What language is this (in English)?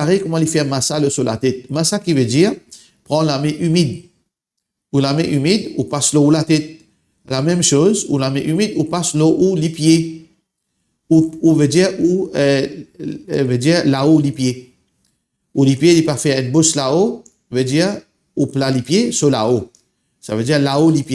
Morisyen